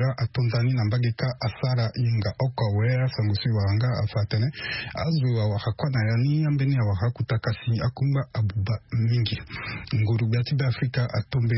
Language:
Sango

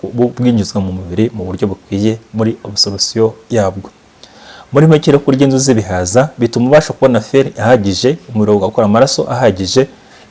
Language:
Kinyarwanda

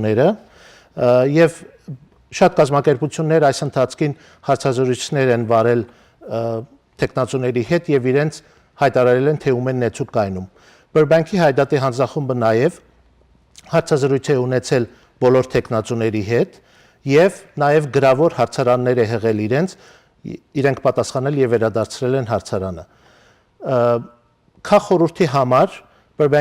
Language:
Western Armenian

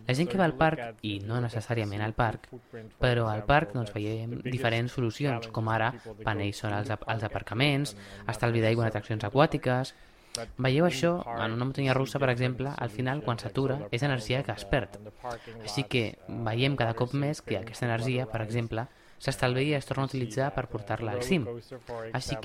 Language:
Catalan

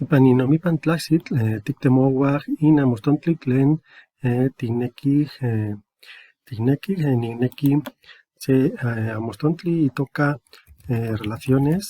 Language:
Eastern Huasteca Nahuatl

